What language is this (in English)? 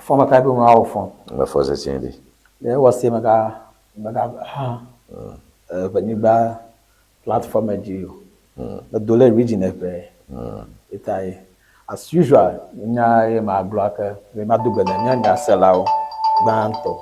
Ewe